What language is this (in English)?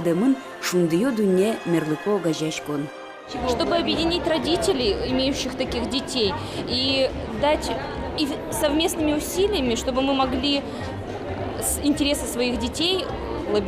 Udmurt